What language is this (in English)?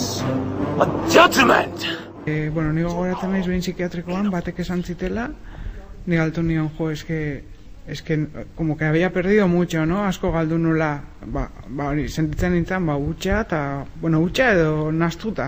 Basque